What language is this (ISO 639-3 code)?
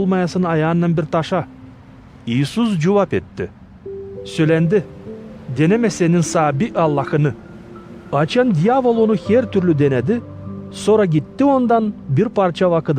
gag